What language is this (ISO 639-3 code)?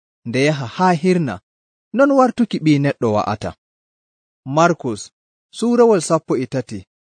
fuv